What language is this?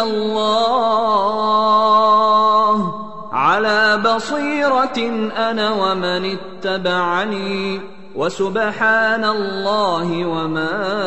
Arabic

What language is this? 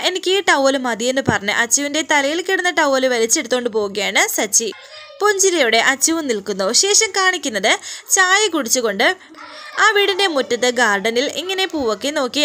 Malayalam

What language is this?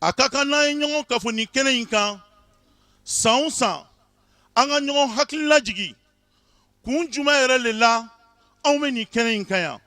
Bambara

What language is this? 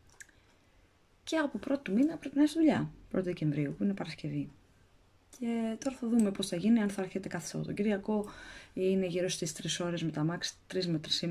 Greek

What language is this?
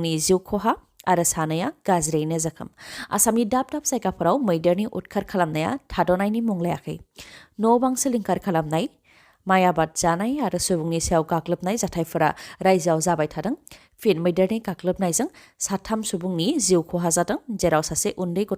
Bodo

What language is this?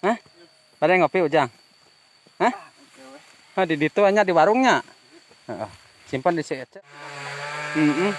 Sundanese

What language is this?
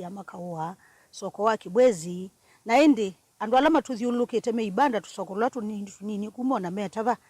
Kamba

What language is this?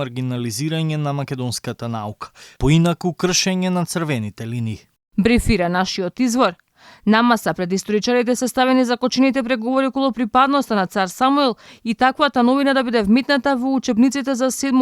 Macedonian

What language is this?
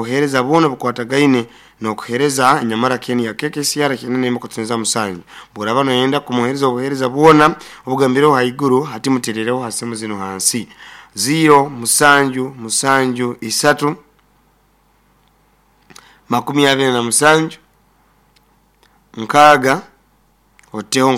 Nyoro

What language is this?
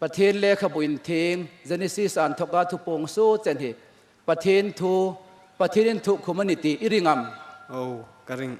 Hmar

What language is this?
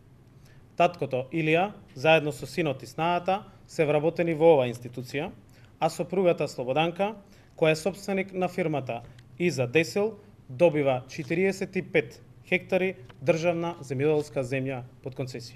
Macedonian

